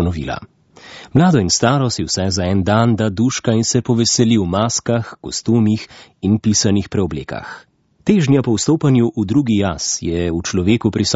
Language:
Slovenian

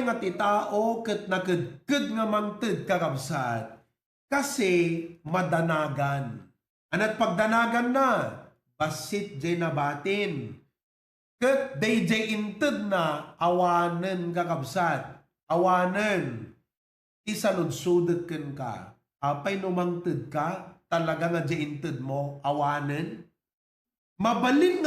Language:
Iloko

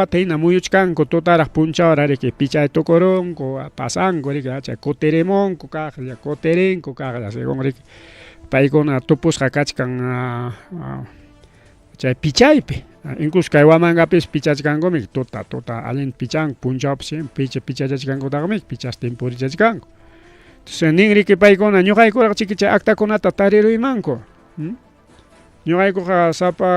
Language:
Ayacucho Quechua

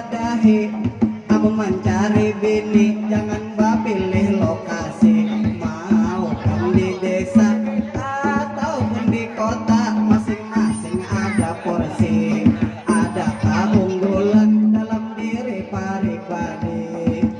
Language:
Banjar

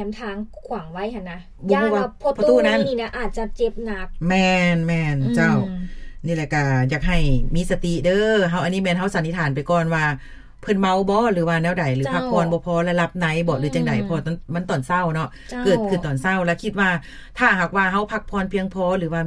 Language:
Lao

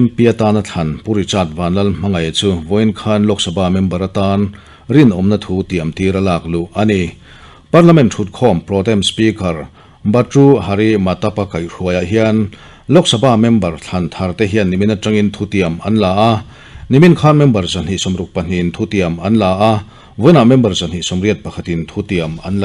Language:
Mizo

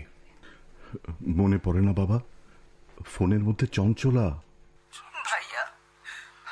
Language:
Bangla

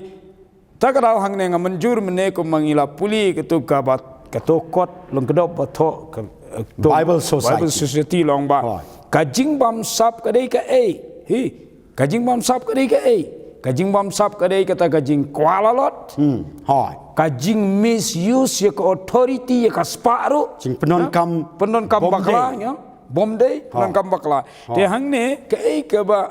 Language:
Khasi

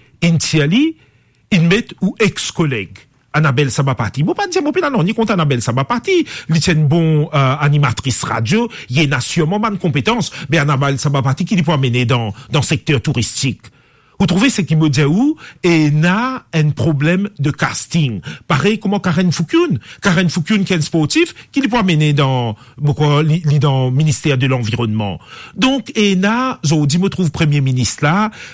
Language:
Morisyen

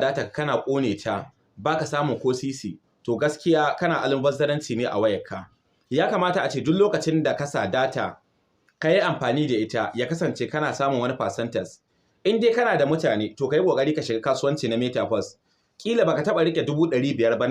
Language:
Hausa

